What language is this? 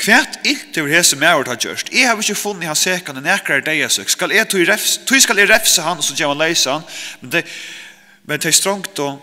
Faroese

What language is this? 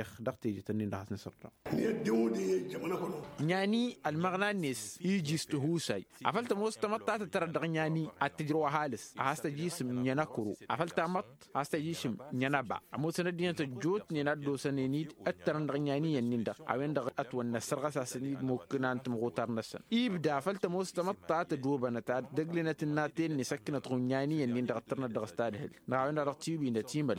Tamasheq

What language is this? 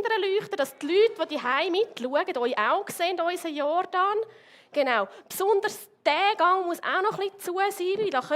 Swiss German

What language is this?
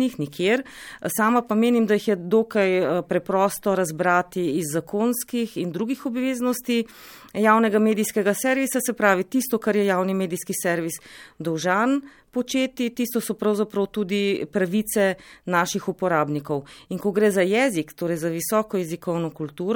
Slovenian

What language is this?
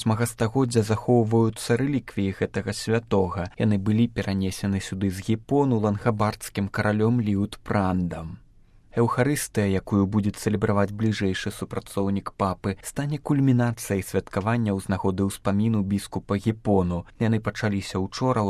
Belarusian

